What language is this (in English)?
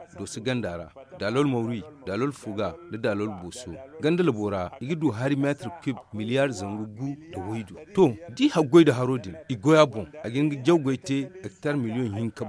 Zarma